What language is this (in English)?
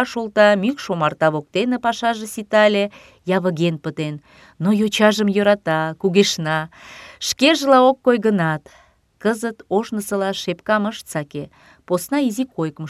Mari